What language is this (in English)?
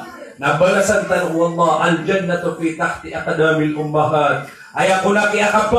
Maranao